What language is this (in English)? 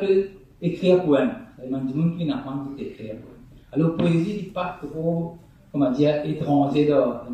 Morisyen